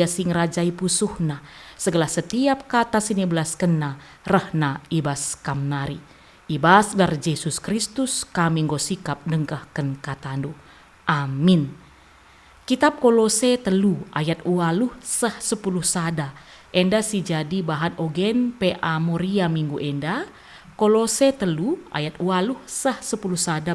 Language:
Batak Karo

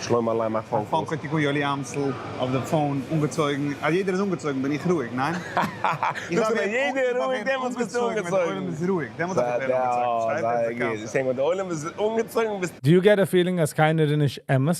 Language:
Yiddish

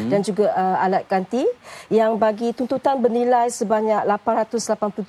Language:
Malay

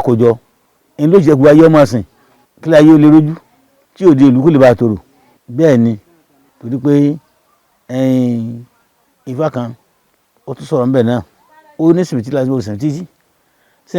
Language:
Yoruba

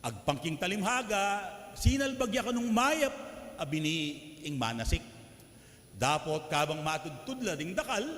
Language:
Pampanga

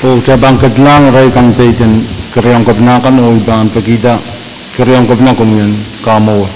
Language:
Pohnpeian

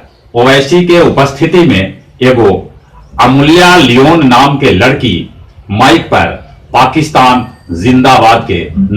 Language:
Magahi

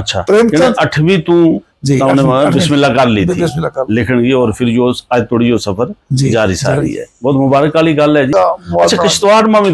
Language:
Gujari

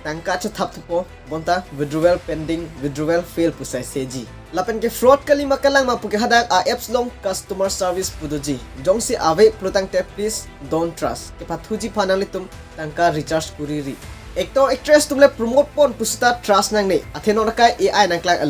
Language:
Karbi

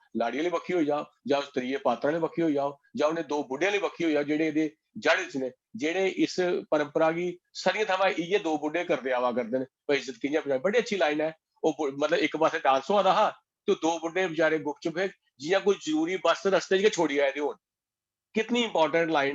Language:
Dogri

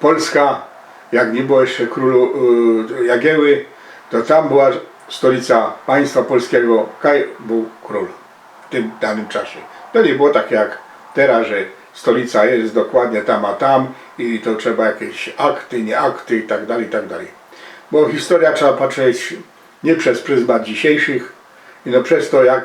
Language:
Silesian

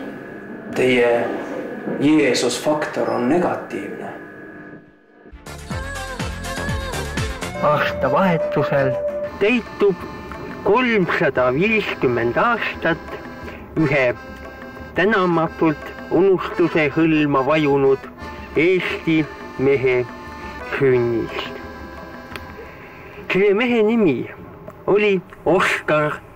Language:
Estonian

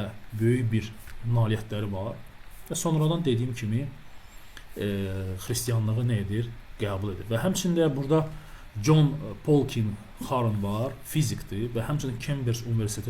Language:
Azerbaijani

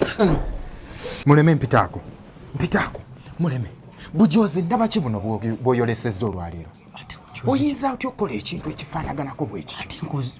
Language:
Ganda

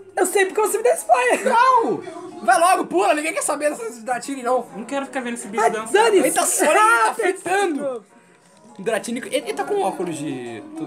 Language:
Portuguese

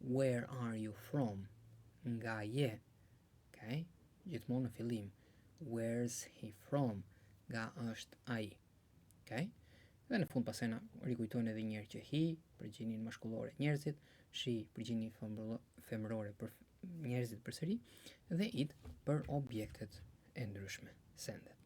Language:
Albanian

